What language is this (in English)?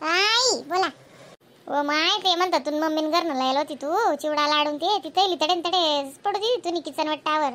Khandesi